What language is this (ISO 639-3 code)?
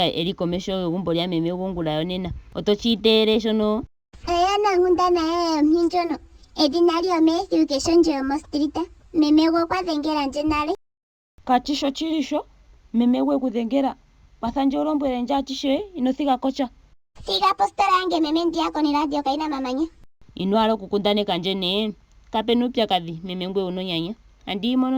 ndo